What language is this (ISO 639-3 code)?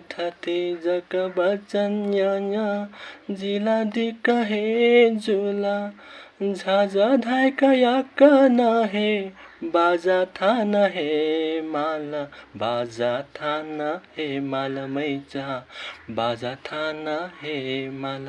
new